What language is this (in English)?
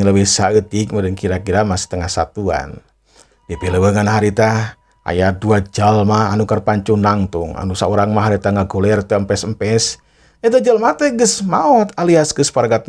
Sundanese